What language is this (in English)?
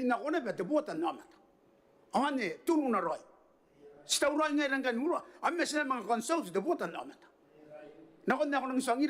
Gilbertese